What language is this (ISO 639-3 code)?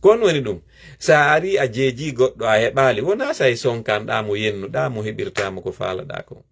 ful